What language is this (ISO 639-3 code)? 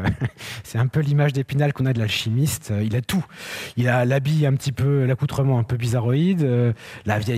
fra